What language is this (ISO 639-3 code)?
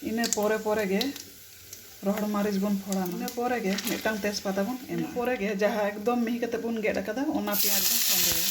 sat